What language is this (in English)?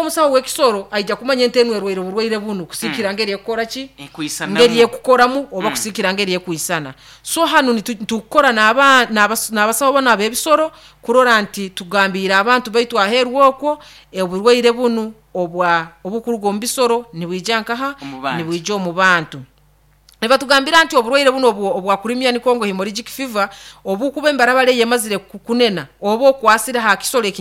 Nyoro